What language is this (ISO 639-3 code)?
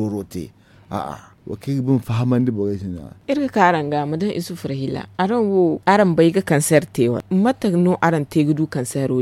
dje